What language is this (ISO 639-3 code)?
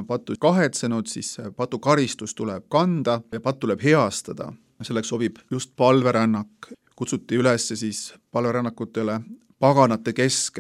est